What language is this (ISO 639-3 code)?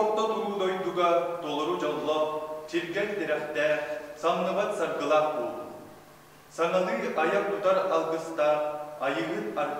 sah